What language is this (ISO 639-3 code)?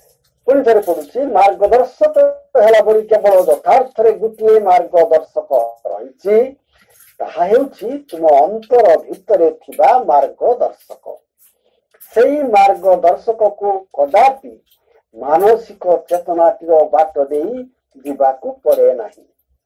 ori